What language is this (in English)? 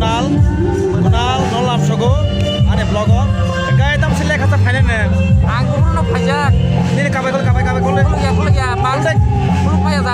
Kok Borok